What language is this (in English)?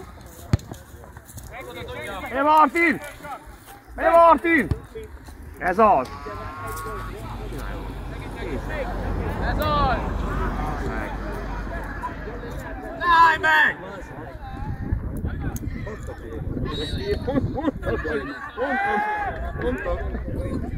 Hungarian